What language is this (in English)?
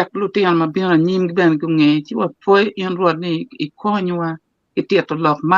Acoli